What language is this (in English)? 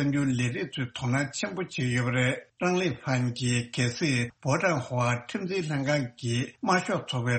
Tibetan